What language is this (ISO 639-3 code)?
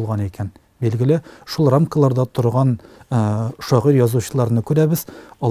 tat